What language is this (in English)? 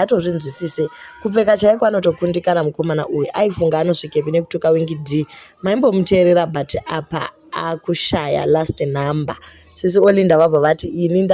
Shona